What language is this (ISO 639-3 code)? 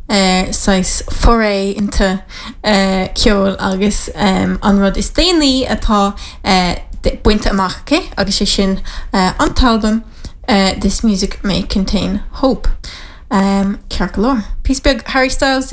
gle